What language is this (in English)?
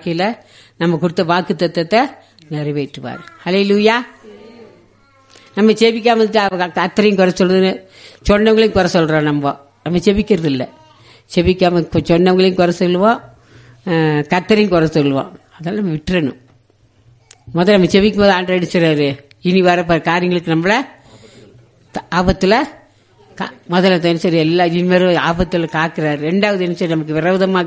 Tamil